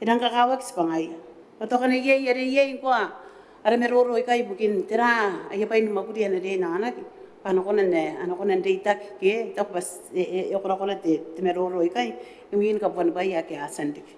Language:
Gilbertese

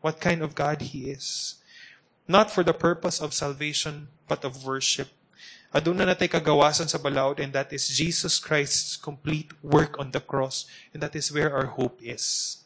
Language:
Cebuano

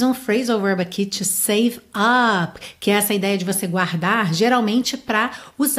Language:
Portuguese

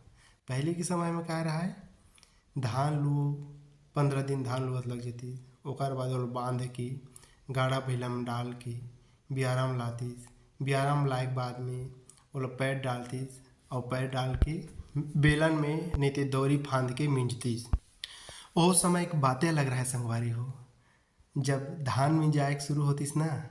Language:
Chhattisgarhi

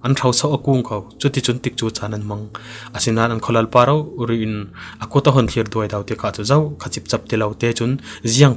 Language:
Falam Chin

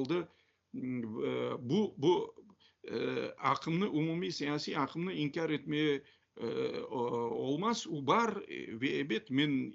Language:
Crimean Tatar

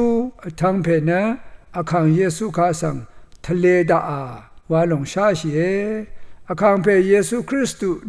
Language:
Rawang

